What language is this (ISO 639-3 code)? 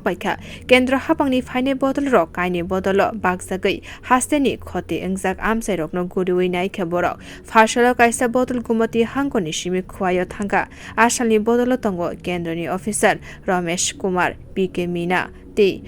trp